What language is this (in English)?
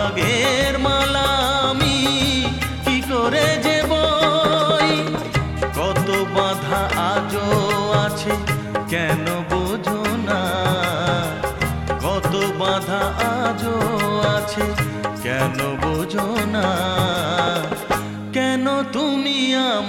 Bangla